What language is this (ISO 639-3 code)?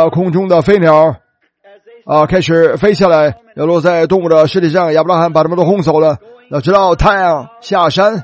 zho